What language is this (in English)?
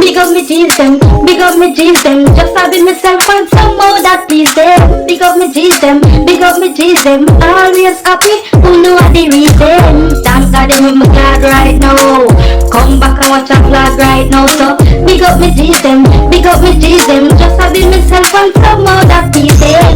Jamaican Creole English